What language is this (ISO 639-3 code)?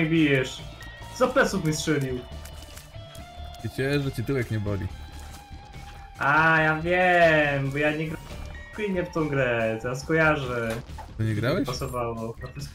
pol